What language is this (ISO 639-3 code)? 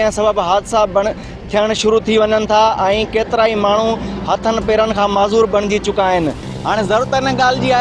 snd